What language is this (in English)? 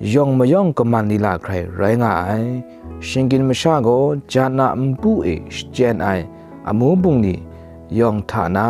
Kachin